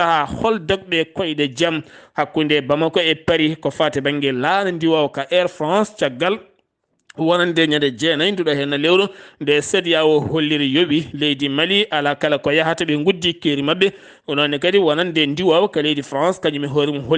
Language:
Fula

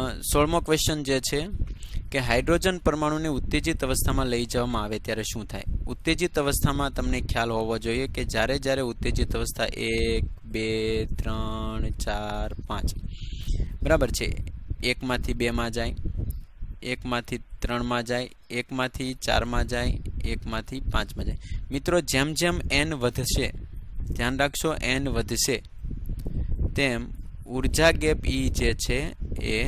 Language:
Gujarati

